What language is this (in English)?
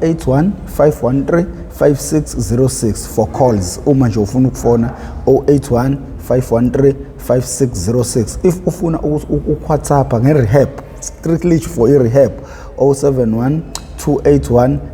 Zulu